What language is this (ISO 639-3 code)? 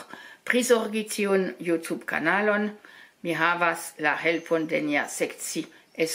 epo